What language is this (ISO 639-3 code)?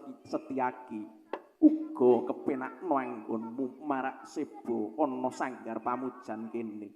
jav